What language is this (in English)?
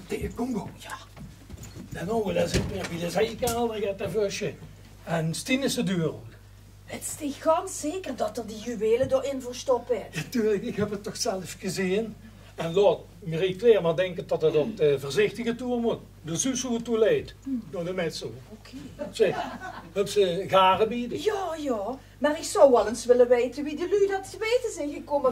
Limburgish